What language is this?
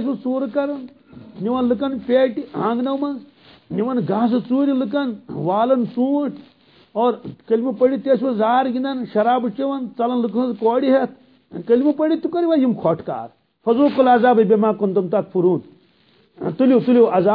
Kashmiri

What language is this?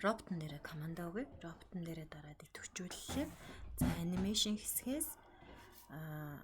Mongolian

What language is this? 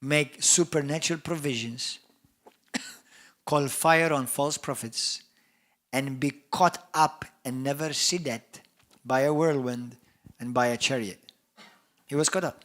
English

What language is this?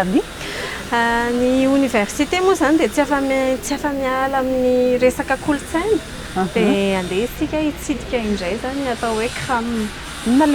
Malagasy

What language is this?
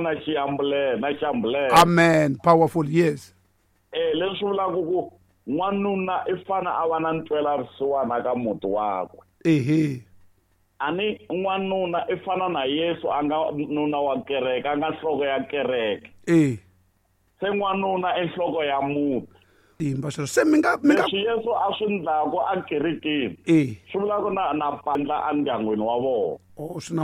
Tsonga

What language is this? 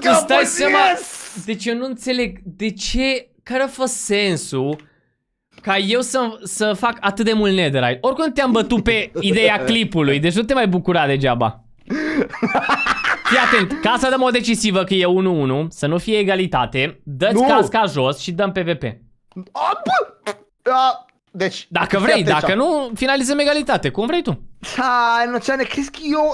Romanian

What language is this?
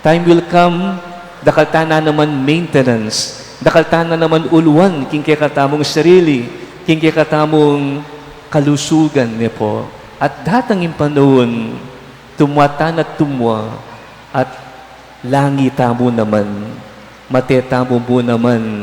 Pampanga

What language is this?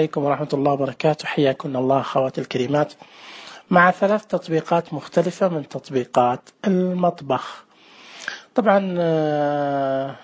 Najdi Arabic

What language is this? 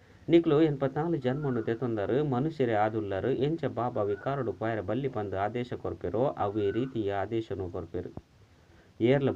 Tulu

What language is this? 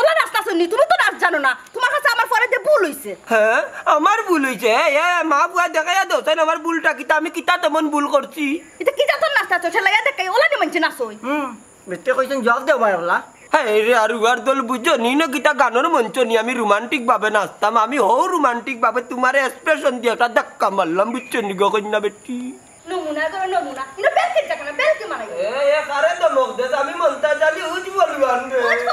Sylheti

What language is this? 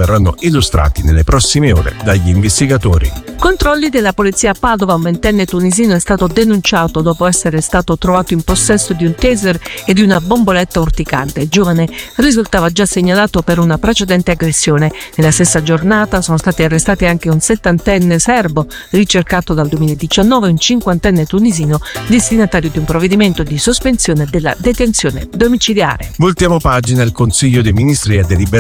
Italian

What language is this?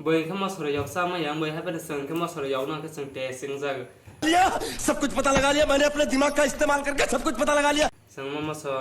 Kok Borok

